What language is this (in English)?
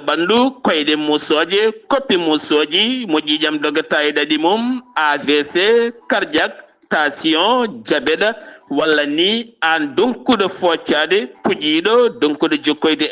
Fula